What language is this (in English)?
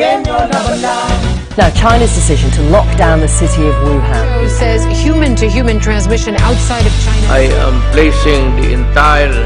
Bikol